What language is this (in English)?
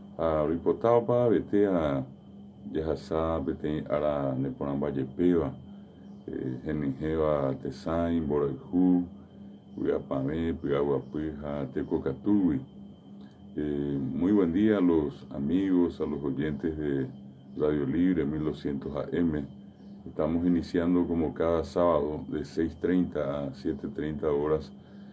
Guarani